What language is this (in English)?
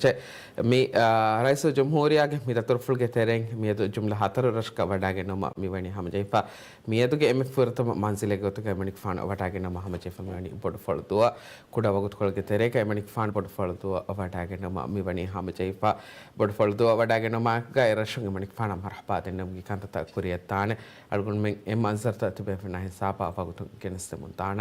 Divehi